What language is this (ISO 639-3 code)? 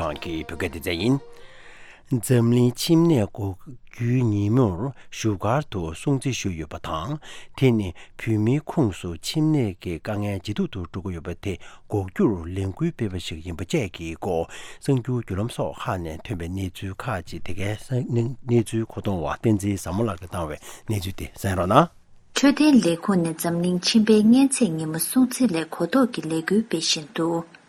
bod